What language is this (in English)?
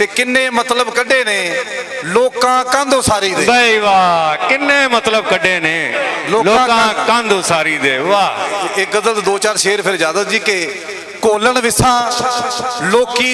Western Panjabi